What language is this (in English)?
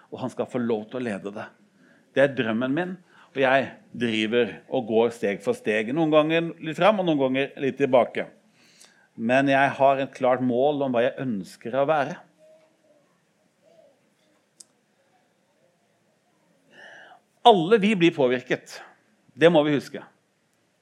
Norwegian